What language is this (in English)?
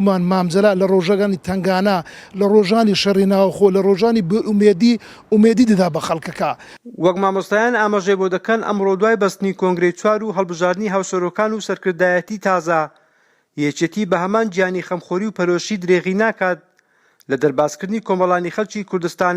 Central Kurdish